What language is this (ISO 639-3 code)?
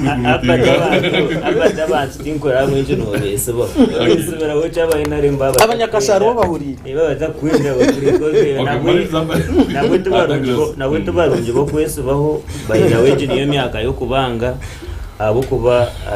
nyn